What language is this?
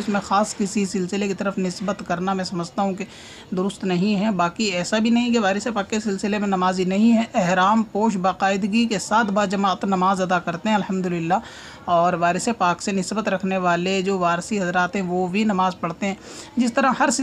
Urdu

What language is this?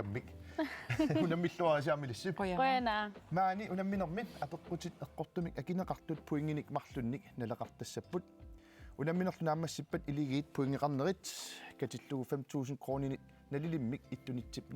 Kalaallisut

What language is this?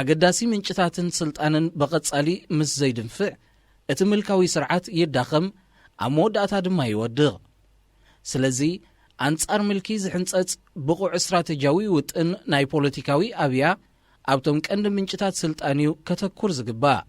Tigrinya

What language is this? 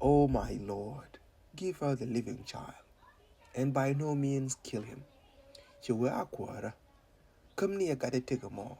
Nuer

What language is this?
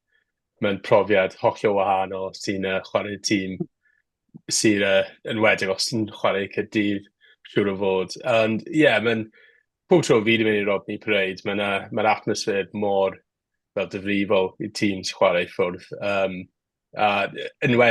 Welsh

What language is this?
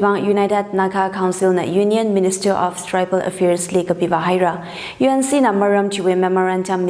Tangkhul Naga (India)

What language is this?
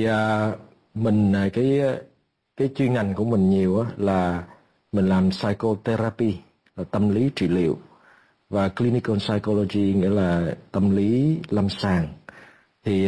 Vietnamese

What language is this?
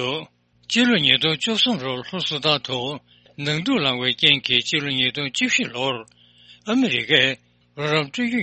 Tibetan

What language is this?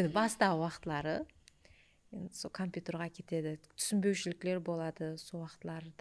Kara-Kalpak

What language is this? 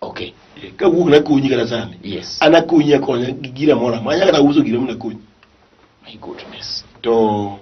Luo (Kenya and Tanzania)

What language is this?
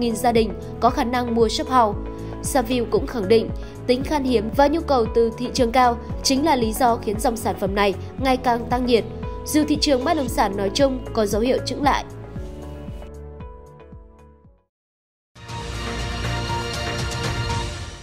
Vietnamese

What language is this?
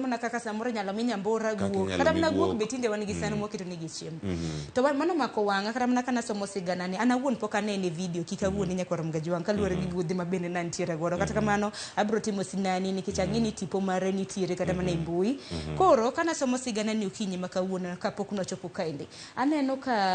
Luo (Kenya and Tanzania)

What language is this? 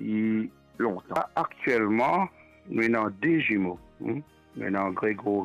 Morisyen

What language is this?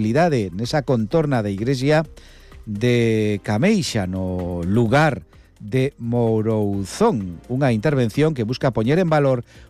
Galician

